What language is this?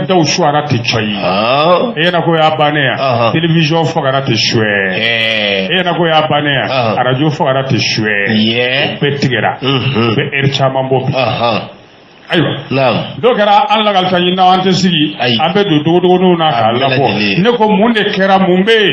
Bambara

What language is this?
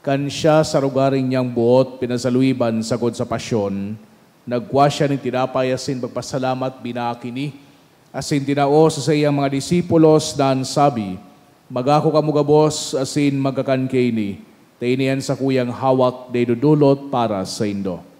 Bikol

